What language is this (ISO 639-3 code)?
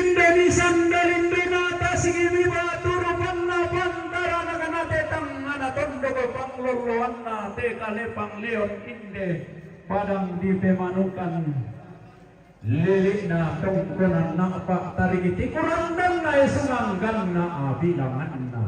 sda